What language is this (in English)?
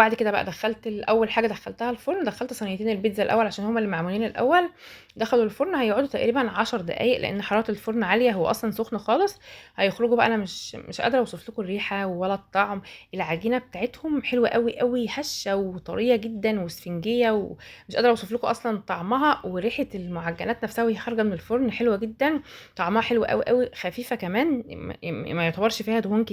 Egyptian Arabic